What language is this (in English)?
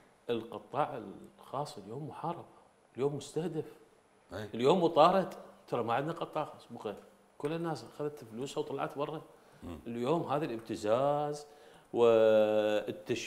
Mesopotamian Arabic